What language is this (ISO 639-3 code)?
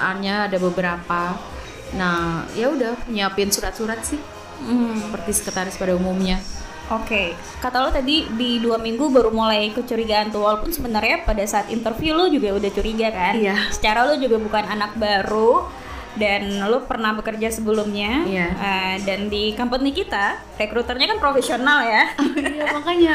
ind